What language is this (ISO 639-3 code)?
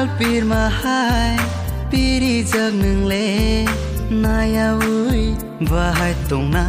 trp